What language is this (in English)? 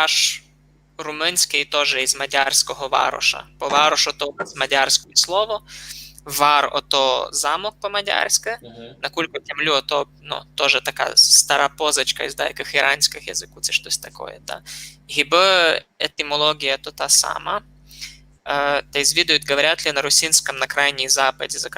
Rusyn